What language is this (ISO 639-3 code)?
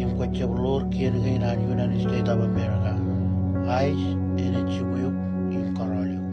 mah